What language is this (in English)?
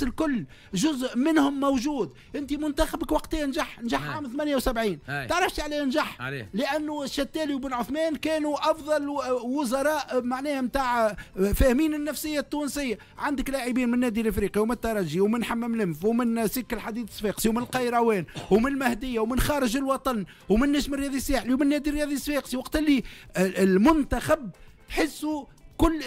Tunisian Arabic